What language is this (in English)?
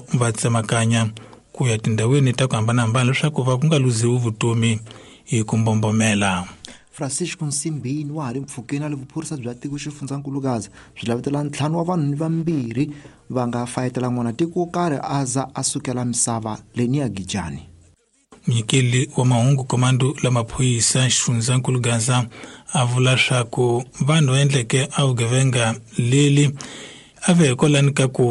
Tsonga